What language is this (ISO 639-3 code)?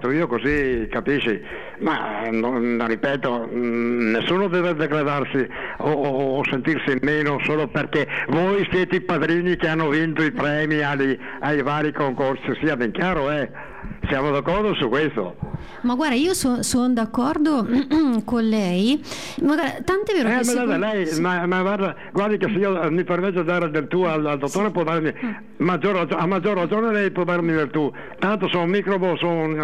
ita